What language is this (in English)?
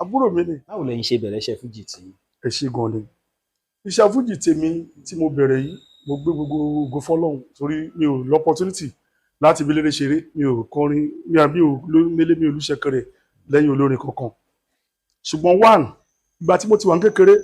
Yoruba